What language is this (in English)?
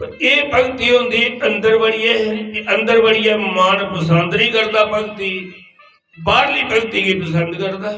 Dogri